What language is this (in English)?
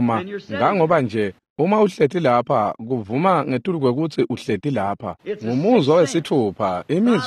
Swati